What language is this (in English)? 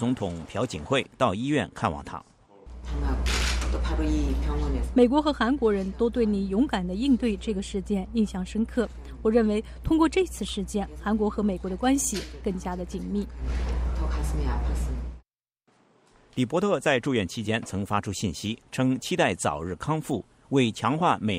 Chinese